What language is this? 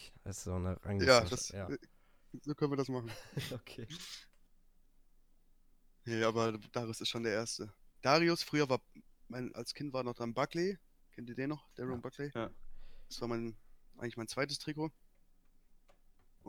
German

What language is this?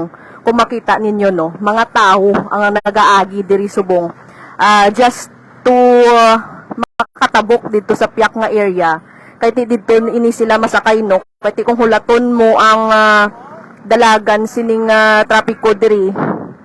Hiligaynon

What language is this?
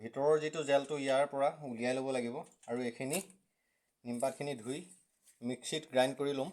Assamese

